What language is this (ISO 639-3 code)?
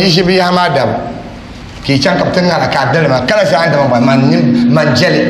dag